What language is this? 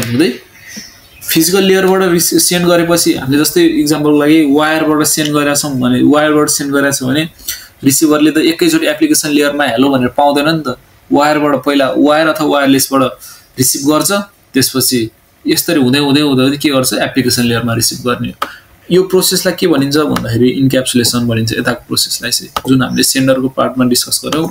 Nepali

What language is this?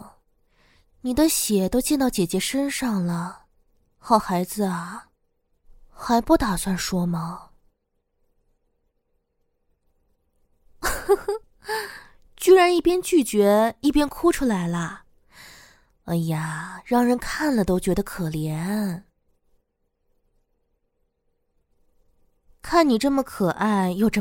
Chinese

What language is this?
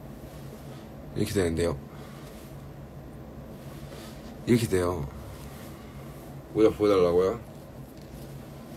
Korean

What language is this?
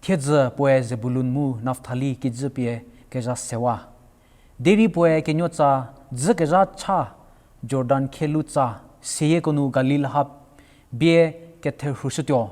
Angami Naga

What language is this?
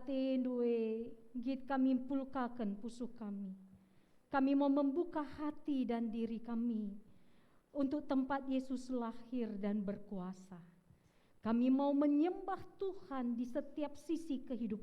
Batak Karo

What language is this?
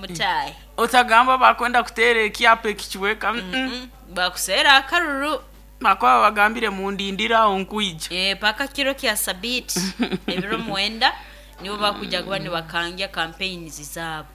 Nyankole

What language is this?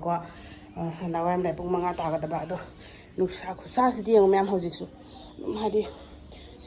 Manipuri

